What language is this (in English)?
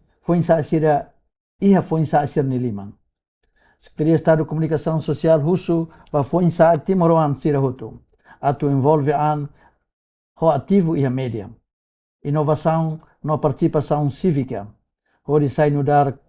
Tetum